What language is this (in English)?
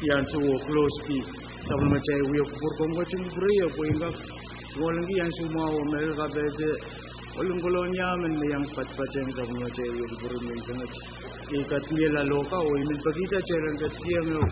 Pohnpeian